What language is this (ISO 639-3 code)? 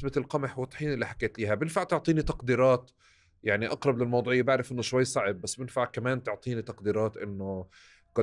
apc